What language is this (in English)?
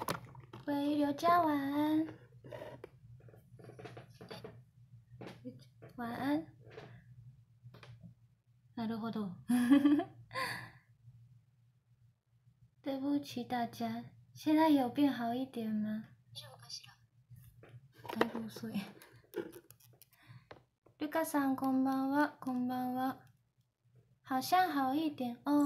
Chinese